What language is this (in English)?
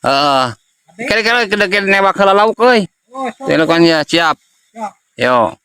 Sundanese